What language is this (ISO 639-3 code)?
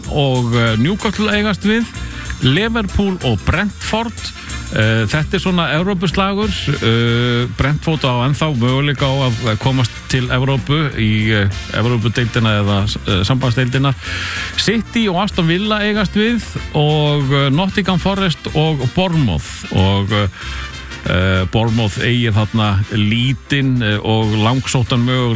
isl